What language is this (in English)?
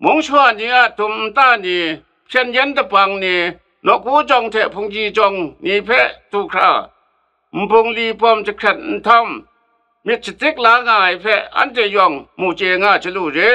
Kachin